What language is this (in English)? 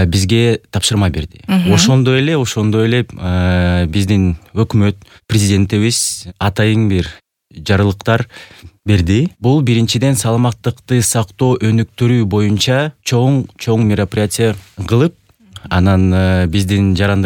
Kyrgyz